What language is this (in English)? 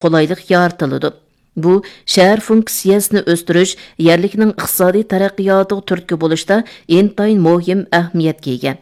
Uyghur